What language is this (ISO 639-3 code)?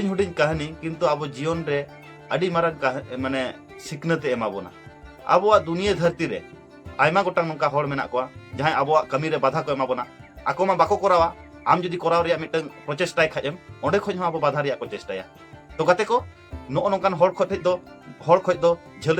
sat